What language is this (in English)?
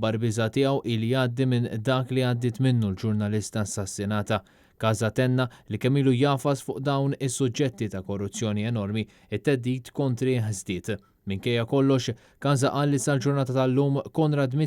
Maltese